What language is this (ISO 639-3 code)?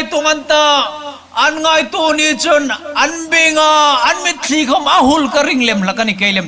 hmr